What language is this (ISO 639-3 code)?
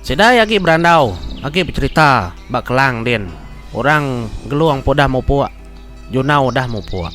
iba